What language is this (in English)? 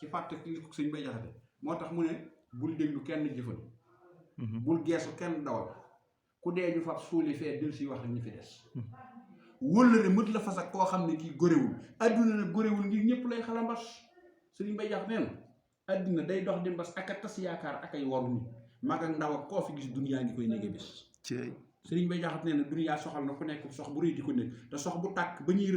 Wolof